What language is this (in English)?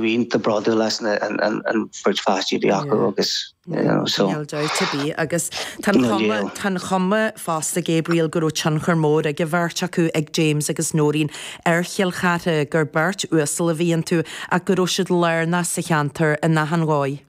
Irish